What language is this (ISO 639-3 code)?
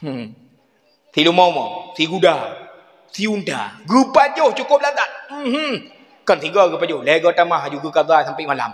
ace